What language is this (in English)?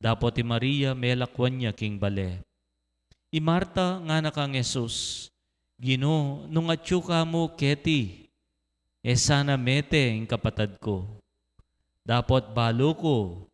Pampanga